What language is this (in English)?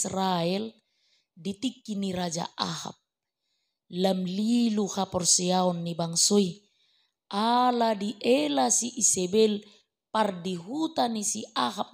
Batak Toba